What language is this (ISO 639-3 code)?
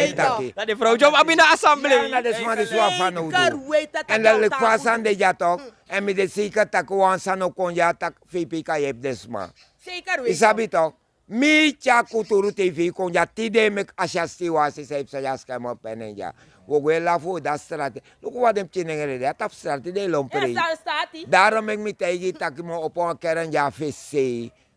srn